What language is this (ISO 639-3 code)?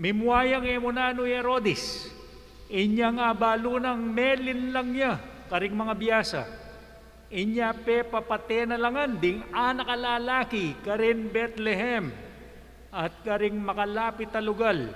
pam